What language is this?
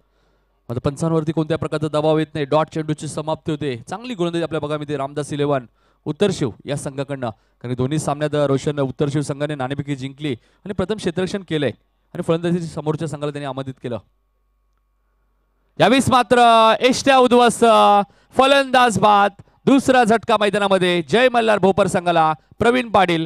Marathi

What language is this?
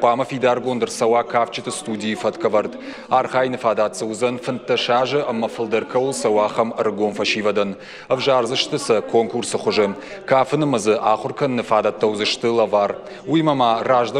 Ossetic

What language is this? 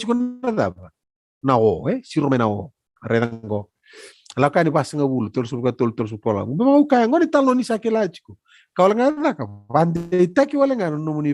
Fijian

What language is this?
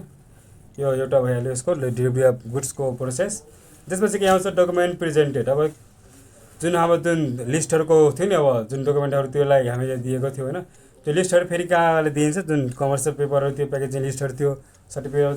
Nepali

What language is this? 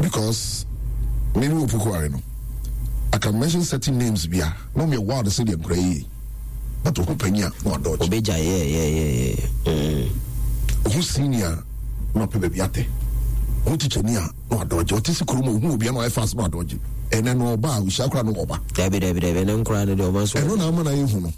Akan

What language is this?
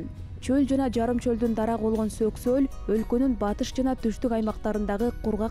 Kyrgyz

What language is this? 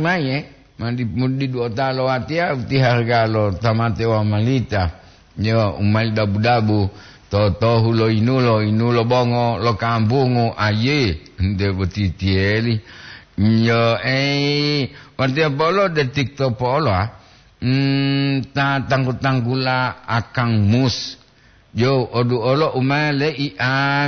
Gorontalo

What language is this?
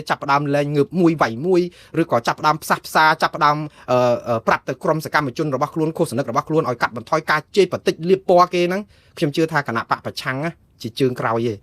Khmer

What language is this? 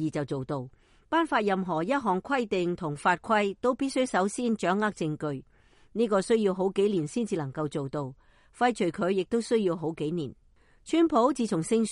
Cantonese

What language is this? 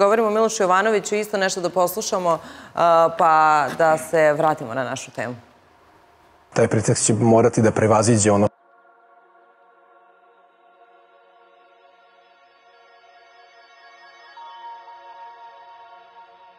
Serbian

